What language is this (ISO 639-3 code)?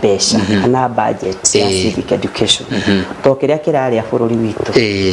kik